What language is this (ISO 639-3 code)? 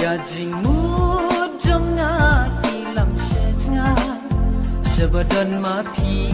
kha